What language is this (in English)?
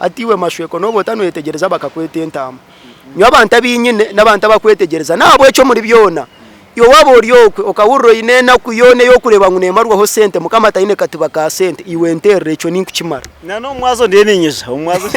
Nyankole